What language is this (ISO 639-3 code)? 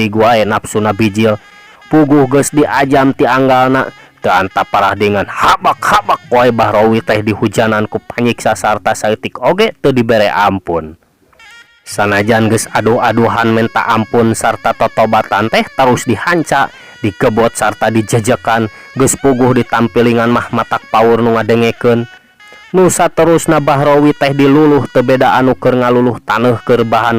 sun